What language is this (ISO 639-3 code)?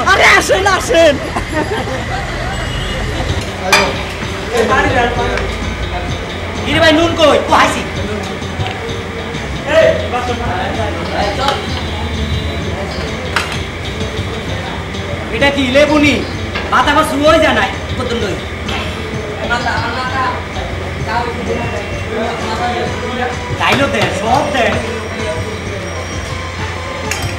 ben